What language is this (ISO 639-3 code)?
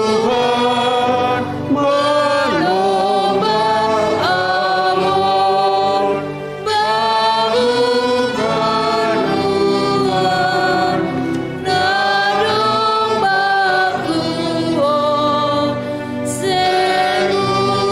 bts